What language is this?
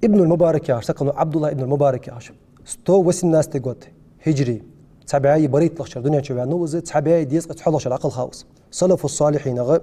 Ingush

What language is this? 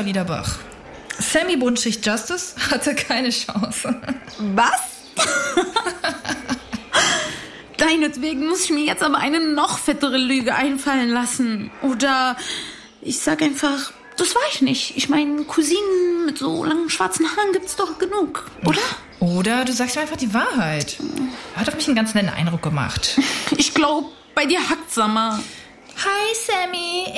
German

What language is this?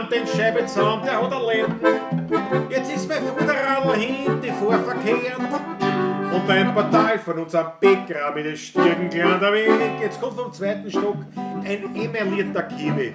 Bavarian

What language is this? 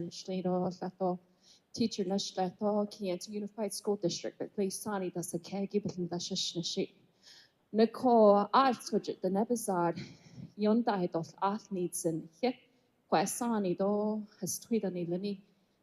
Navajo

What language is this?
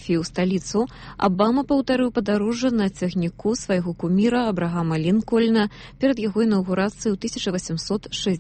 Belarusian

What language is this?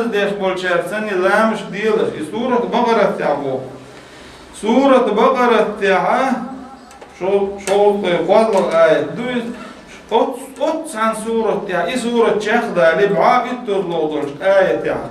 Chechen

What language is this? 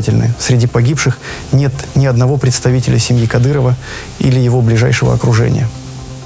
Russian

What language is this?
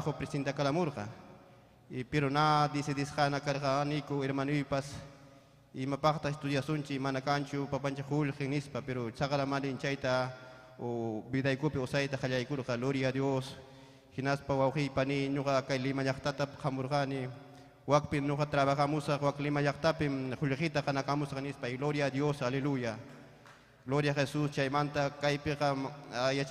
Ayacucho Quechua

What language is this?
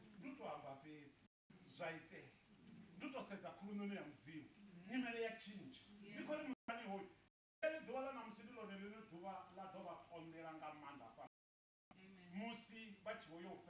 Venda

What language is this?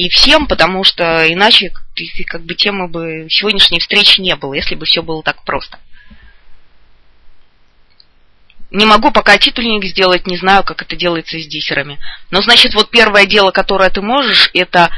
Russian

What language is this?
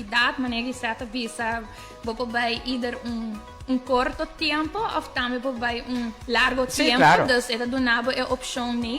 Papiamento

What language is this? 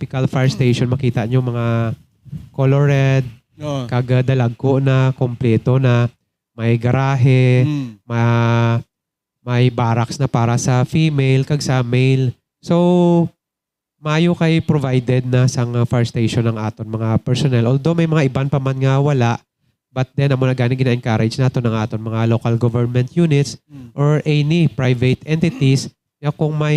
Hiligaynon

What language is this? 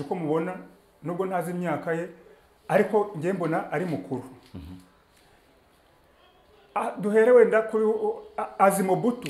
Kinyarwanda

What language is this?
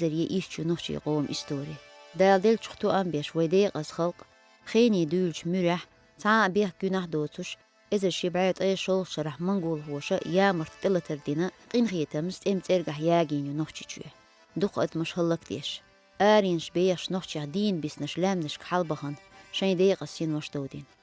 Chechen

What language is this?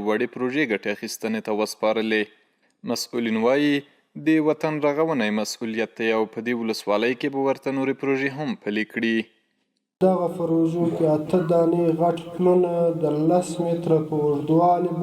Pashto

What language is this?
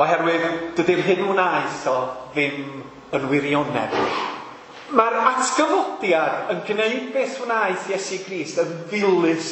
Welsh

